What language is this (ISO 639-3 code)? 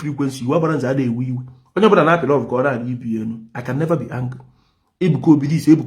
ibo